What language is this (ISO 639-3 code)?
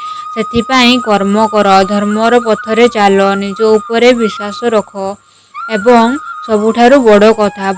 ori